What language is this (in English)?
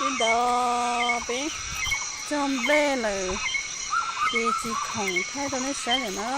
Hmong